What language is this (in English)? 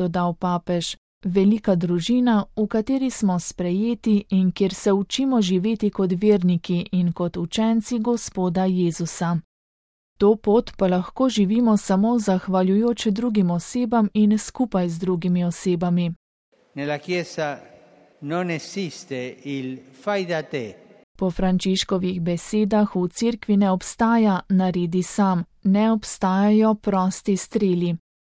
Slovenian